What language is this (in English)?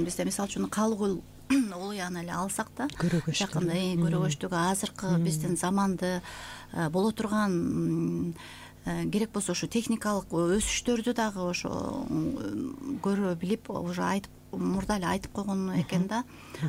Kyrgyz